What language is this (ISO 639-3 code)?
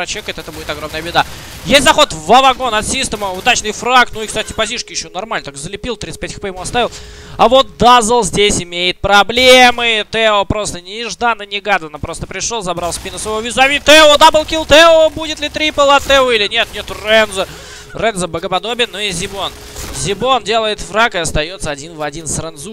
rus